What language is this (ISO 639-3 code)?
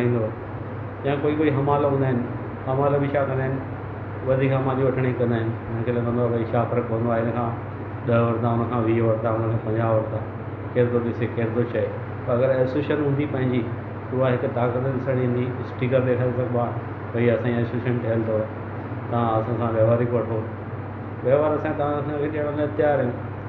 snd